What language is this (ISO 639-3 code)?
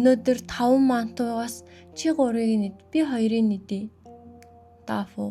mon